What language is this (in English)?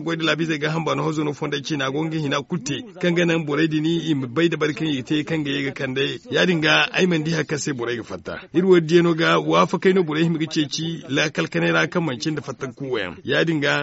Zarma